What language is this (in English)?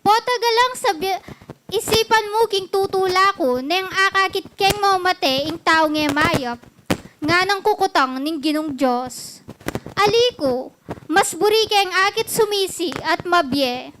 Pampanga